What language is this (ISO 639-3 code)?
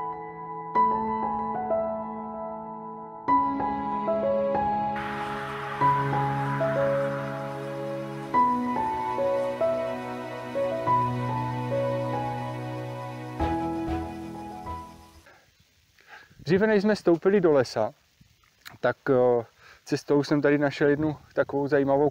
ces